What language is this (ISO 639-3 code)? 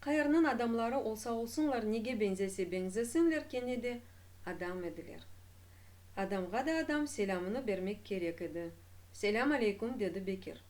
crh